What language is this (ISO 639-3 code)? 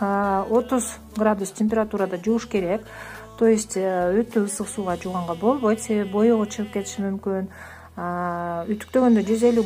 kir